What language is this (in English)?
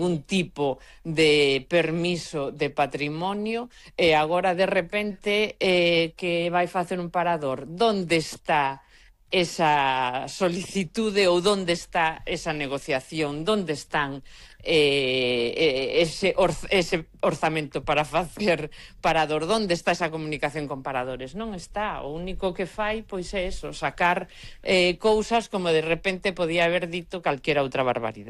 Galician